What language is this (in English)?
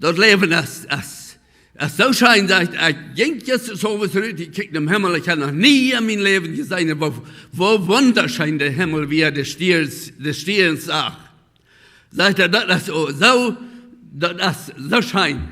Plautdietsch